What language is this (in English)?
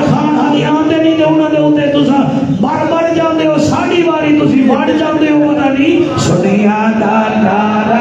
Saraiki